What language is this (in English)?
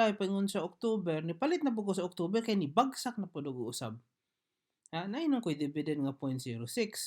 Cebuano